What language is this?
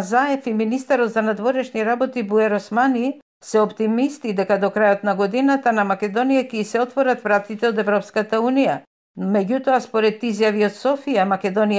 Macedonian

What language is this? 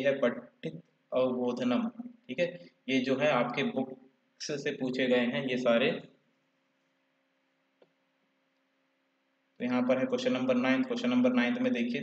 Hindi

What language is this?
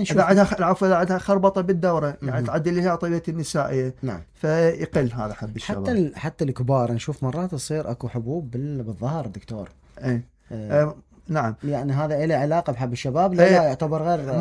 Mesopotamian Arabic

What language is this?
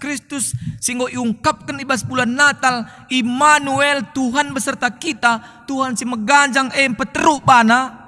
Batak Karo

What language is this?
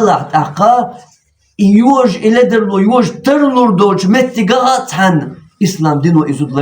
Chechen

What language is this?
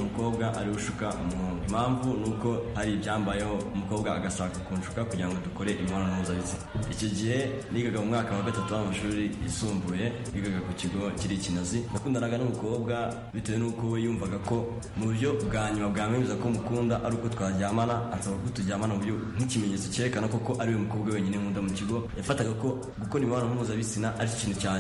Kinyarwanda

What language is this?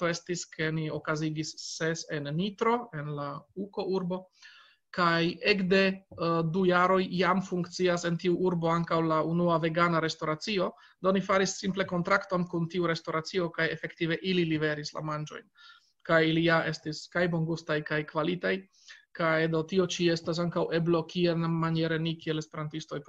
Esperanto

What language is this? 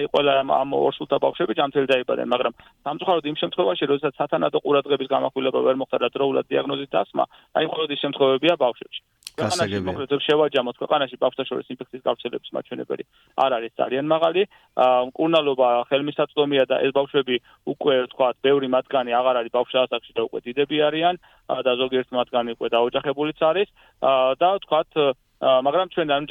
Georgian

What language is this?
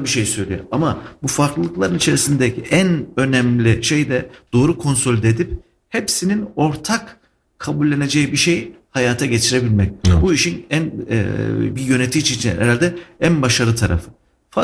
Turkish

